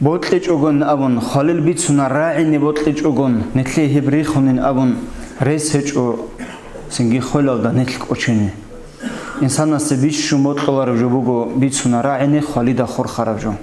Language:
Avaric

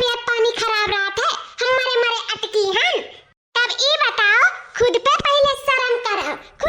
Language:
Awadhi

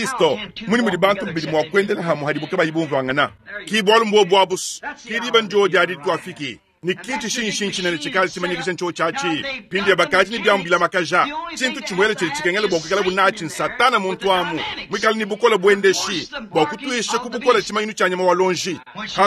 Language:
Luba-Lulua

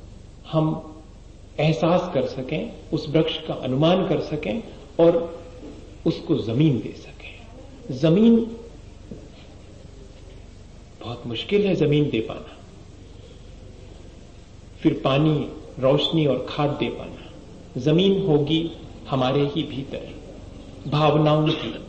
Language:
Hindi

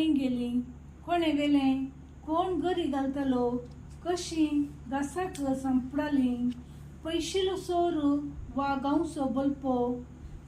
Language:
Konkani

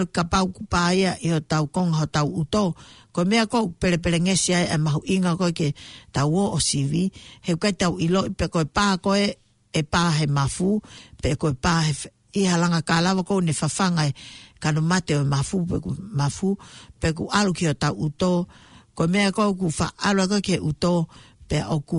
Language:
Tongan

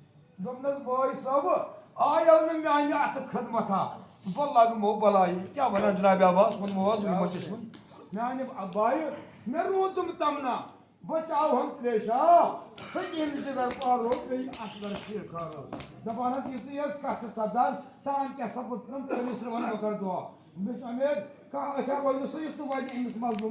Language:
Kashmiri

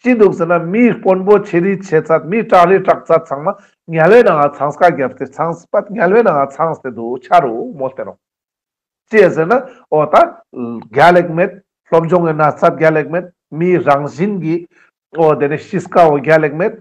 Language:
Ladakhi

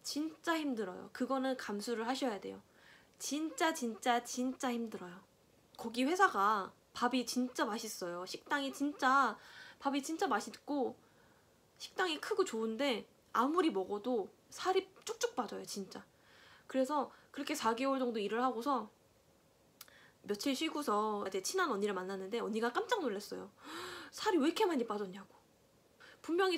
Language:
Korean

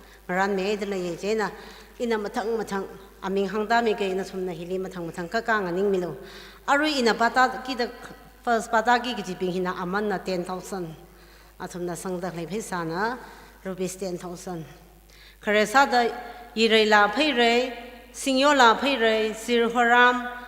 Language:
Tangkhul Naga (India)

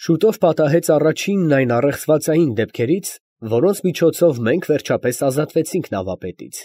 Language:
Armenian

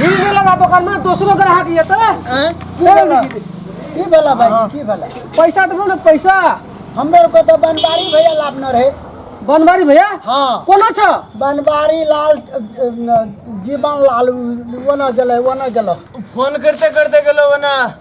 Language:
Maithili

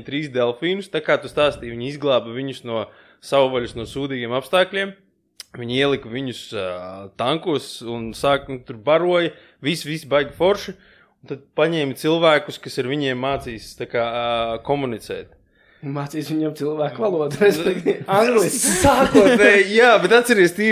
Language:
Latvian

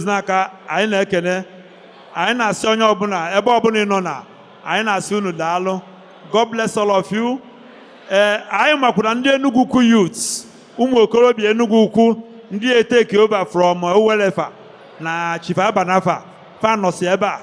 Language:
Igbo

